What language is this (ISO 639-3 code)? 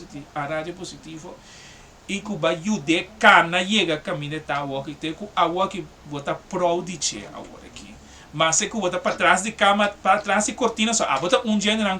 pap